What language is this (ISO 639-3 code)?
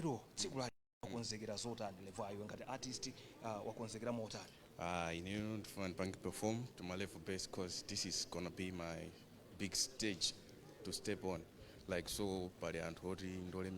nya